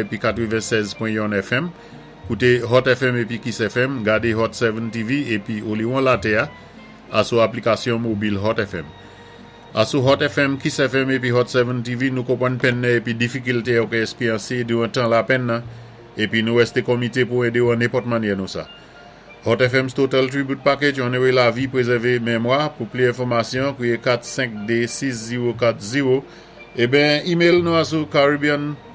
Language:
Saint Lucian Creole French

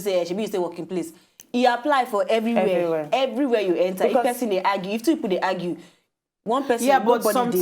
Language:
Nigerian Pidgin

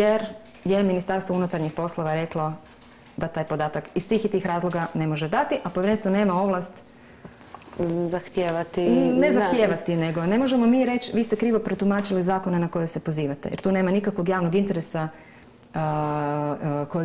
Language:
Croatian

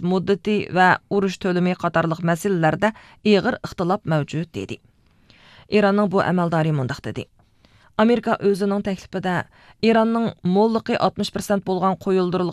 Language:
Uyghur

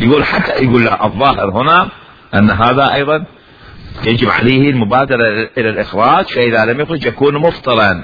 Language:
Mesopotamian Arabic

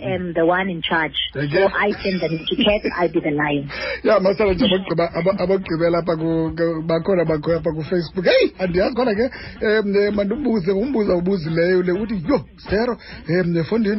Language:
Xhosa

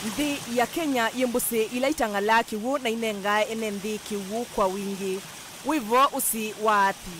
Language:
Kamba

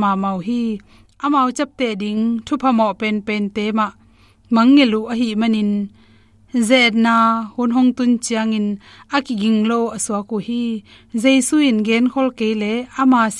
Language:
Tedim Chin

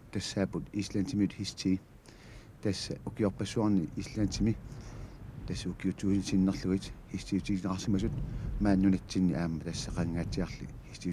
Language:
Kalaallisut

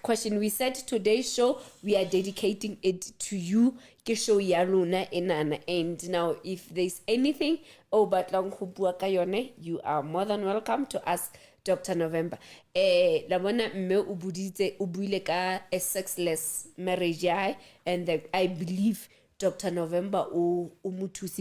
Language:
Southern Sotho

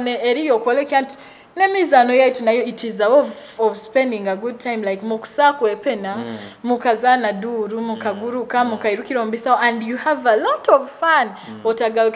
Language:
Nyoro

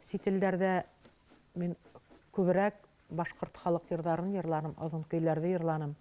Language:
Bashkir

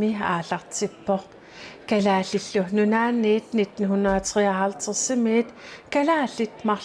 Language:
Kalaallisut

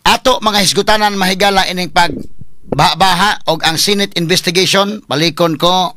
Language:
Cebuano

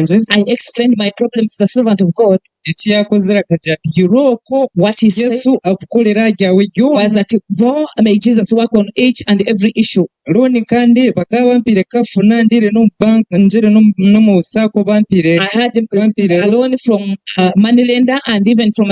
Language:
Nyankole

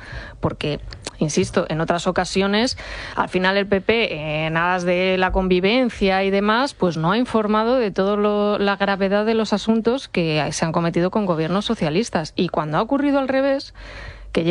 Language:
Spanish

